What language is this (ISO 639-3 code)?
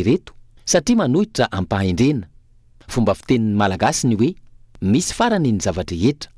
mlg